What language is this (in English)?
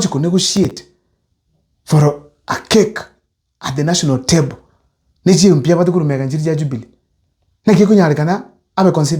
Gusii